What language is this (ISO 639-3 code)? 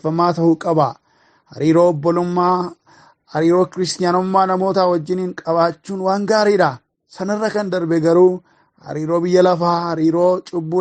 orm